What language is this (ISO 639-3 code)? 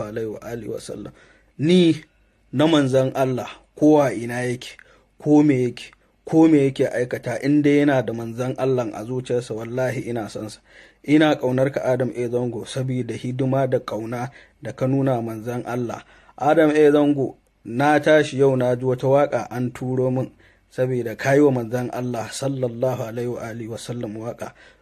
hau